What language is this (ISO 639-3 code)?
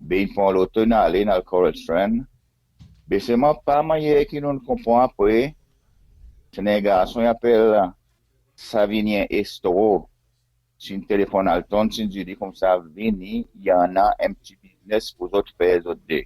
crs